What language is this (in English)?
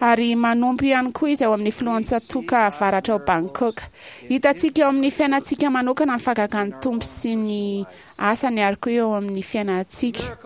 Malagasy